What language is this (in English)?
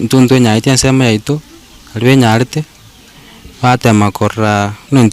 Gusii